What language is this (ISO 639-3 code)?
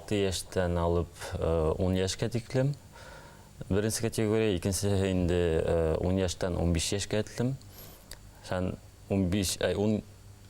bak